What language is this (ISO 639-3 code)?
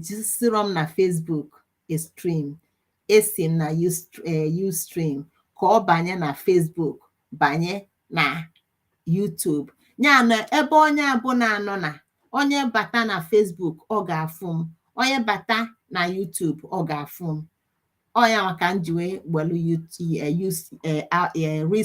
ibo